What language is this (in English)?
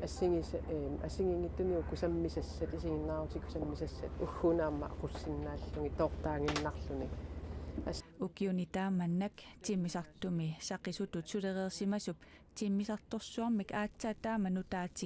Kalaallisut